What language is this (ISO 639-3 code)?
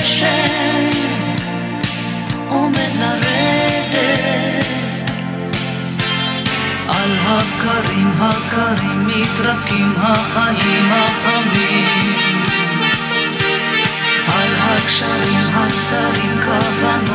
heb